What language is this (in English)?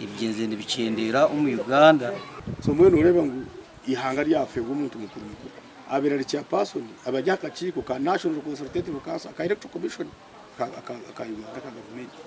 Nyankole